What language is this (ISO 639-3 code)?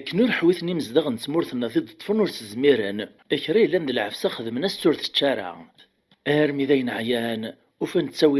kab